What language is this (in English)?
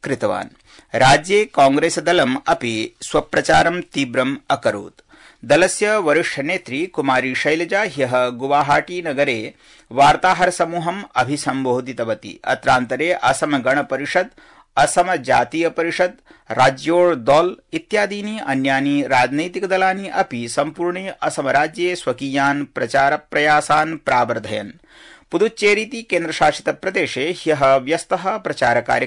Sanskrit